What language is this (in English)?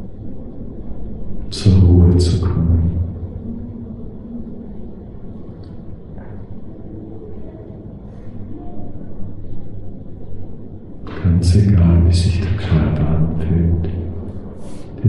German